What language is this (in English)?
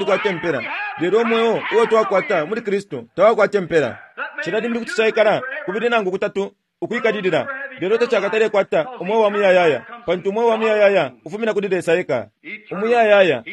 Bemba